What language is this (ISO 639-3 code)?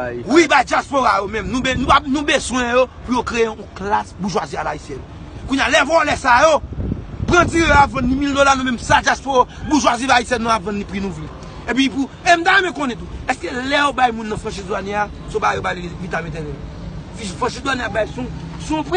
hat